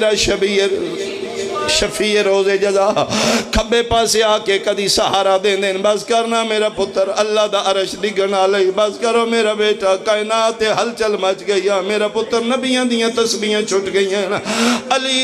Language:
Pahari-Potwari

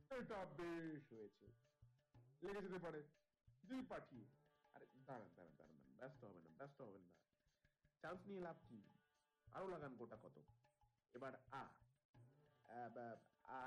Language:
Bangla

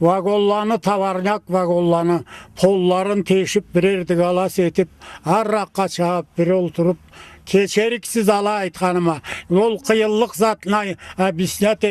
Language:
Karachay-Balkar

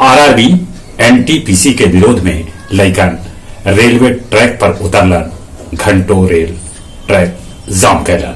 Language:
Magahi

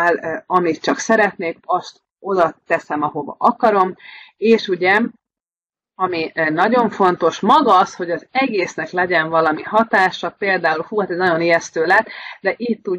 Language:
Hungarian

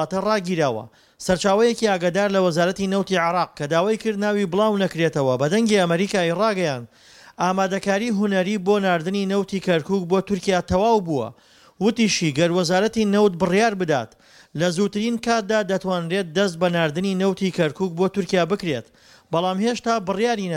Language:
Central Kurdish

